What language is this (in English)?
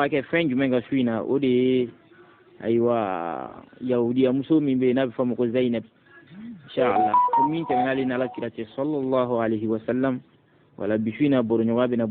Bambara